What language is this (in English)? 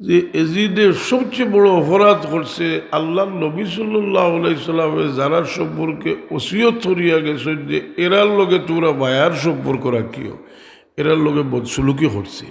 Sylheti